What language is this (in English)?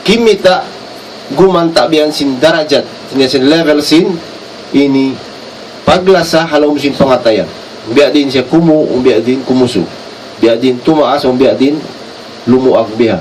Tausug